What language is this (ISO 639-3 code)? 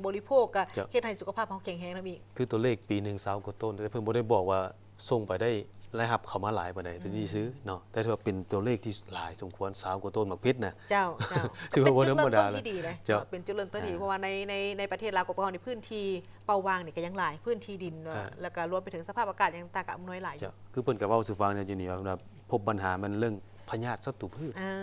lao